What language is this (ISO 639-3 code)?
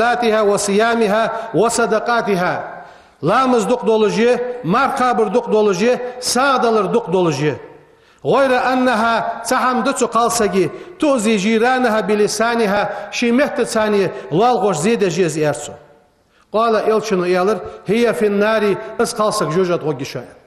inh